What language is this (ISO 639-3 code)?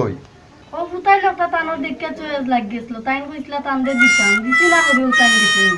syl